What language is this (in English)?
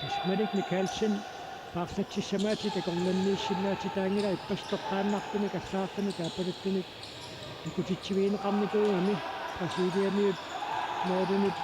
Kalaallisut